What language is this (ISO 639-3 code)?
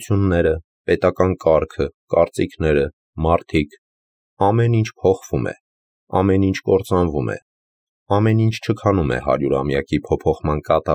hye